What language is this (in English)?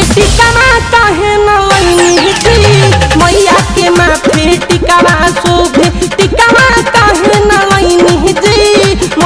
Bhojpuri